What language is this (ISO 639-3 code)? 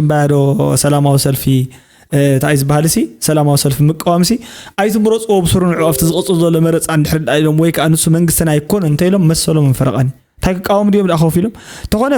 tir